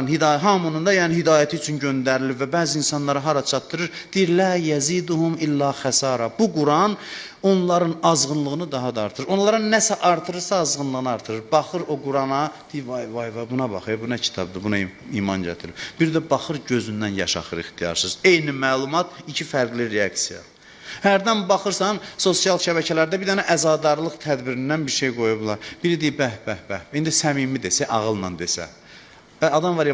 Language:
Azerbaijani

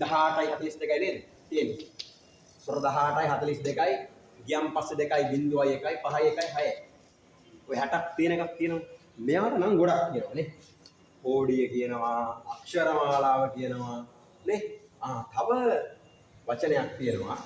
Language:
Sinhala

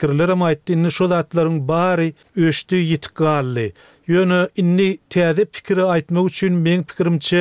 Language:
Turkmen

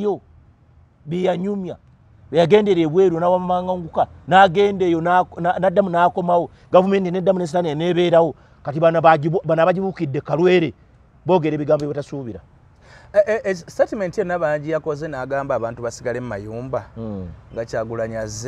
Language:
Ganda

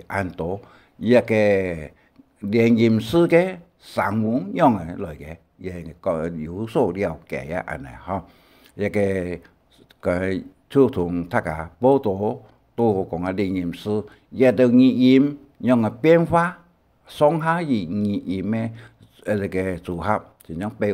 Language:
Hakka Chinese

